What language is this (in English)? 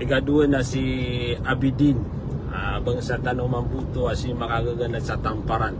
Maranao